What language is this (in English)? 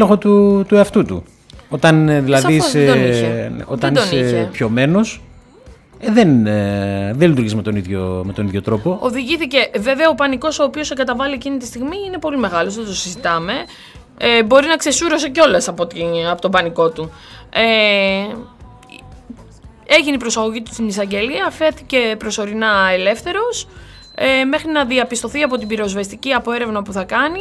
Greek